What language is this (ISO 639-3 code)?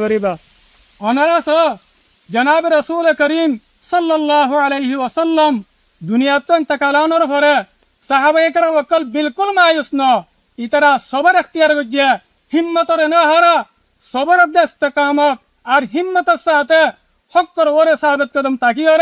rhg